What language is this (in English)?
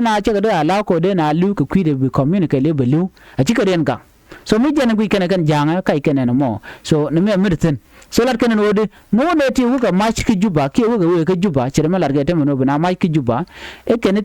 Nuer